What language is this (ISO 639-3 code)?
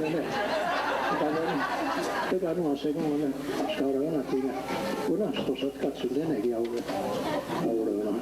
moh